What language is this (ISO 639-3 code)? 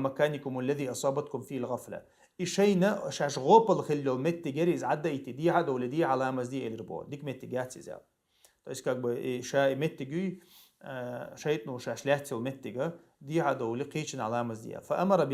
che